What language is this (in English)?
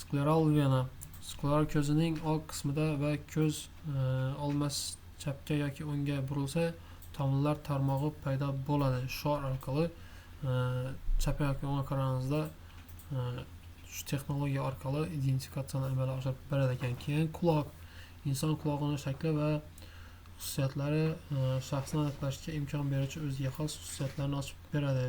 Uzbek